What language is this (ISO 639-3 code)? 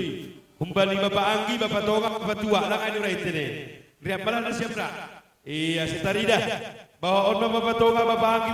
bts